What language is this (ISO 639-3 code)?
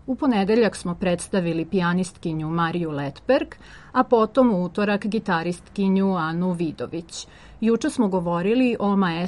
srp